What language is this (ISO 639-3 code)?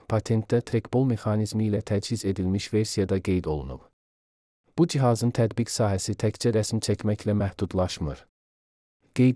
aze